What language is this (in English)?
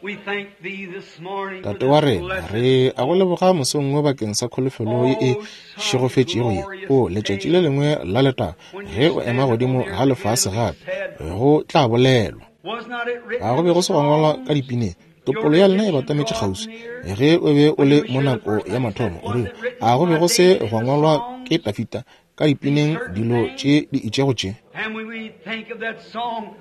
Northern Sotho